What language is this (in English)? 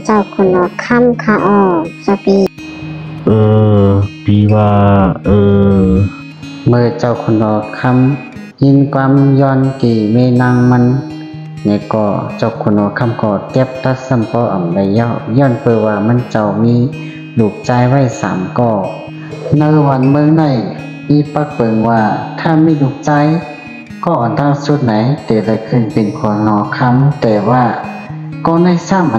Shan